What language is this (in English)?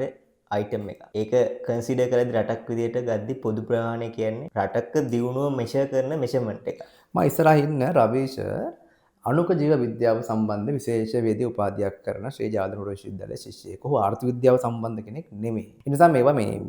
Sinhala